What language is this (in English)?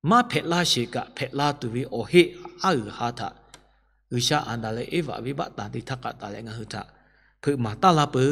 Lahu